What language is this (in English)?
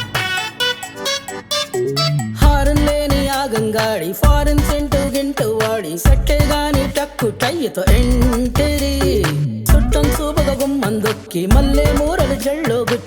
Telugu